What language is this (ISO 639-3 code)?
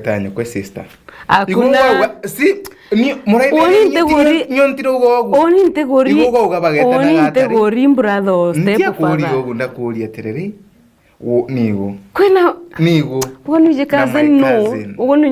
mer